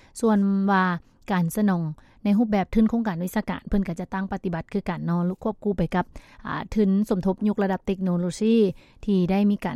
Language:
Lao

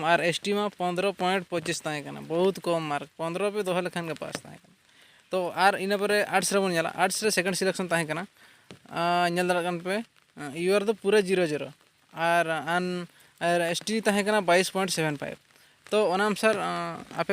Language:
Santali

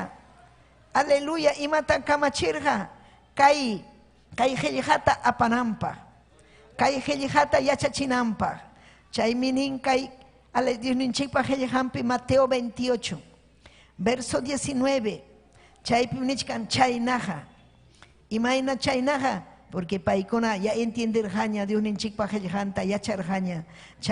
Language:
Ayacucho Quechua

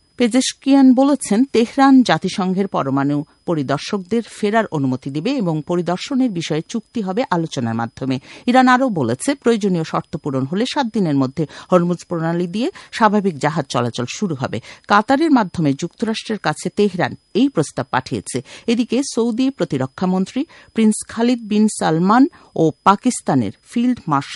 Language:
Bangla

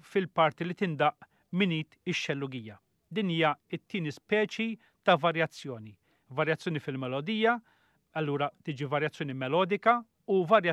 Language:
Maltese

